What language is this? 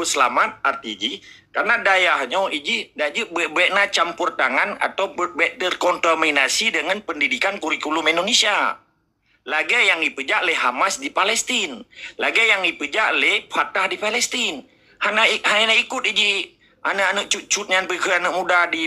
Achinese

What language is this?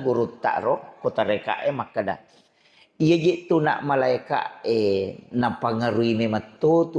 Buginese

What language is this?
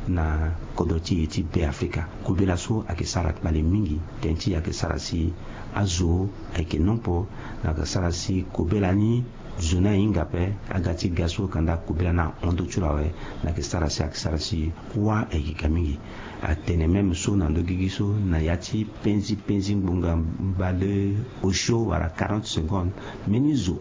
Sango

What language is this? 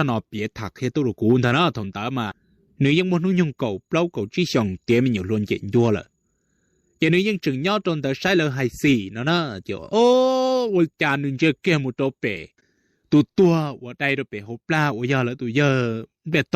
Hmong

